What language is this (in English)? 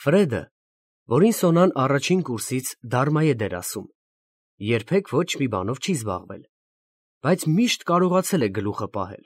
Armenian